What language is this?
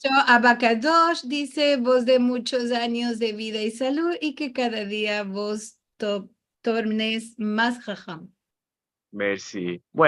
Ladino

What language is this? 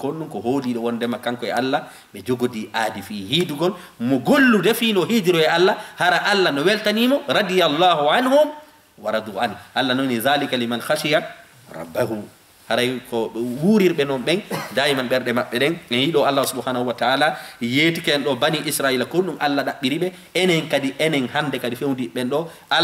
Fula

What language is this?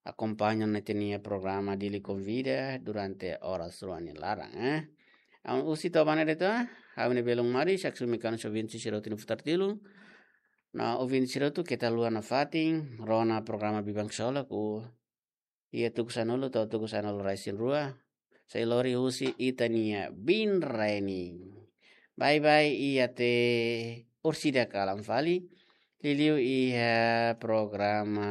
Tetum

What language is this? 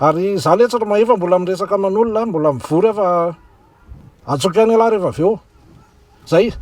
Malagasy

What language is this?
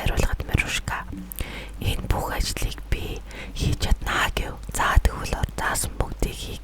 Mongolian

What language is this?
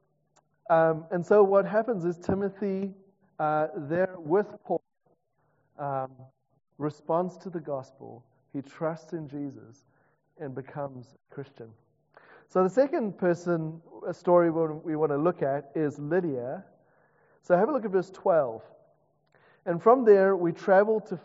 English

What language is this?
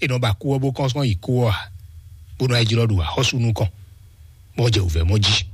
Fon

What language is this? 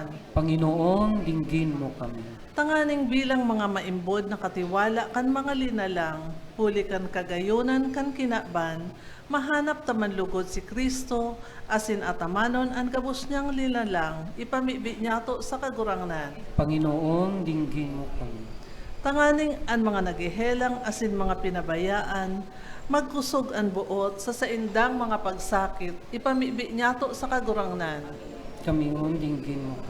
Bikol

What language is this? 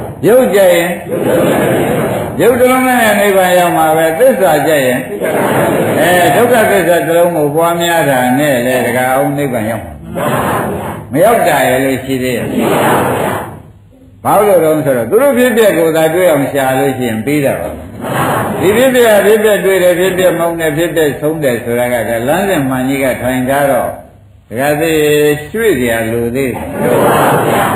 Burmese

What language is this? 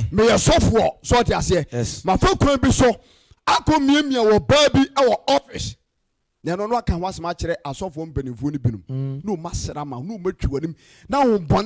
Akan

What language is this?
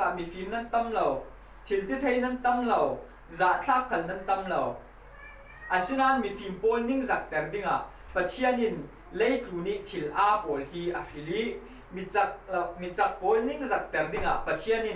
Falam Chin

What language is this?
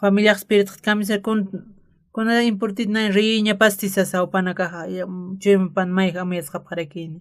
Aymara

